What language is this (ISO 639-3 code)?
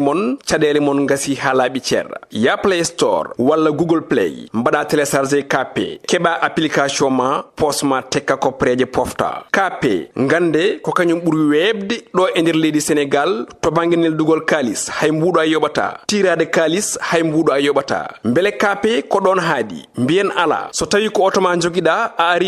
ful